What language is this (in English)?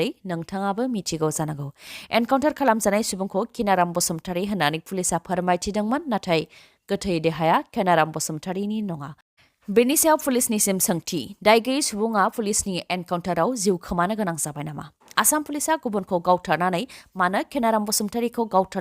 Bodo